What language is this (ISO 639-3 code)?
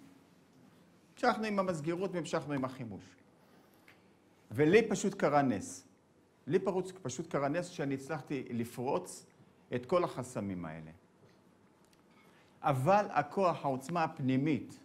heb